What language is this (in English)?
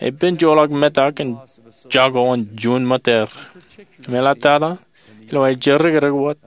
Marshallese